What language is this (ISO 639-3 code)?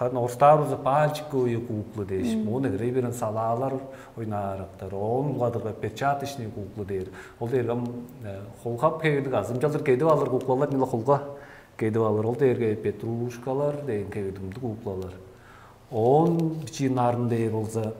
tyv